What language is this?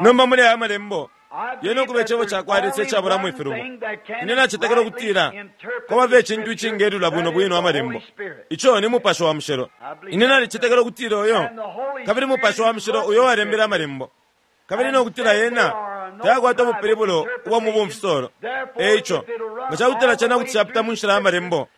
Bemba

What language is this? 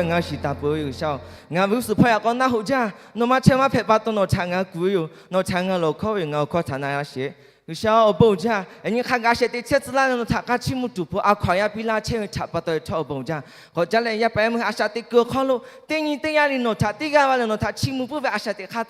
Lahu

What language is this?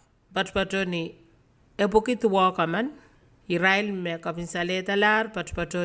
Pohnpeian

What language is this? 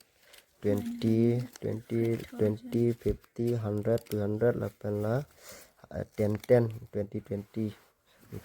Karbi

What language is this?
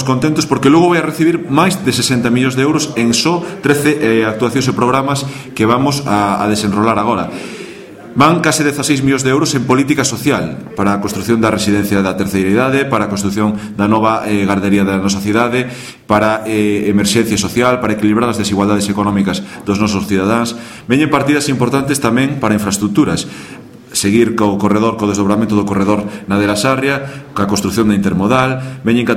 Galician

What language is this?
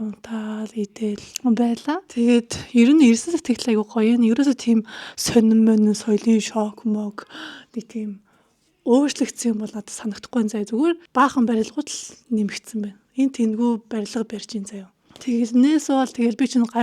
Mongolian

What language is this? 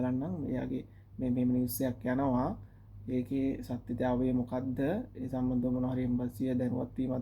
Sinhala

